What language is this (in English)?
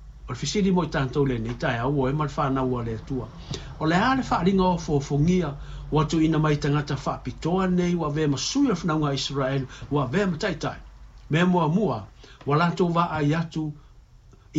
Samoan